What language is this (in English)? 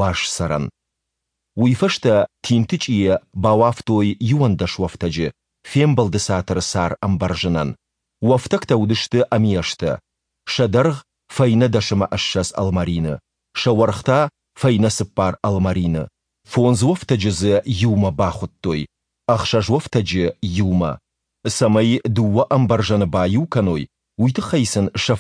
Ossetic